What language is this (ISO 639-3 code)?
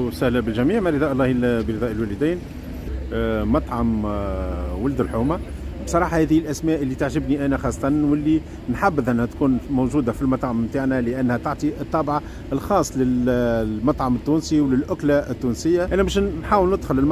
aeb